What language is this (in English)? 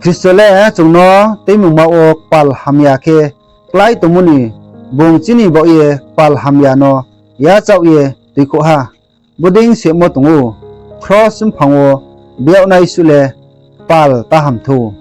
Riang (India)